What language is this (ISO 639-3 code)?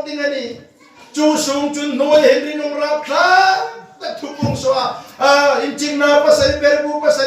hmr